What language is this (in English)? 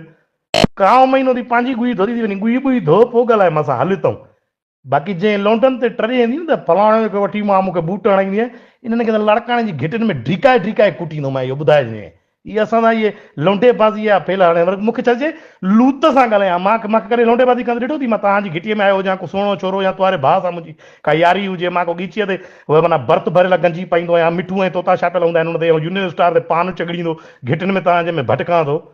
Sindhi